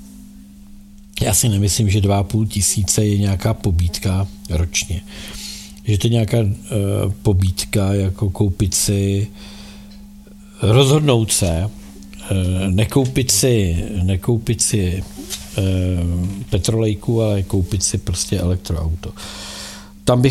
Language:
Czech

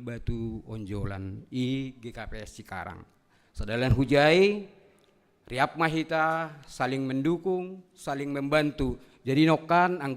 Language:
Batak Simalungun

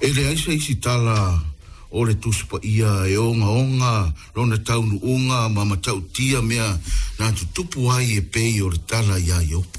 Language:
Samoan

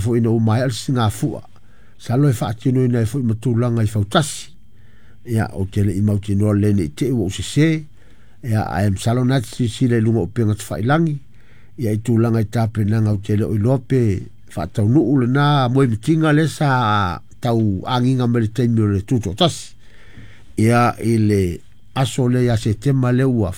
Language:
Samoan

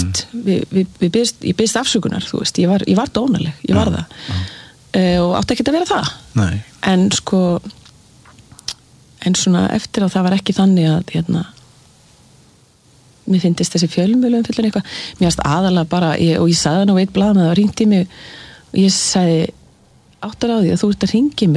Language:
Icelandic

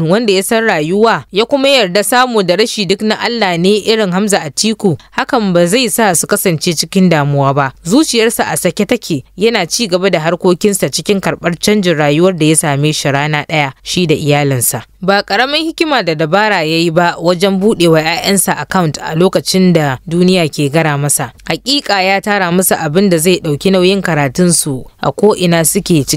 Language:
Hausa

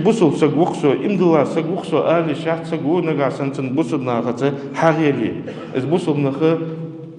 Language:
Ingush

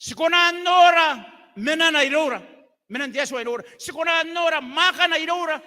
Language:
Gilbertese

